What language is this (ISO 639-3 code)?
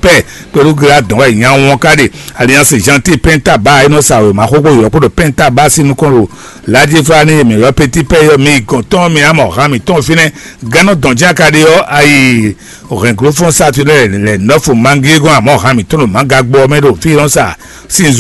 fon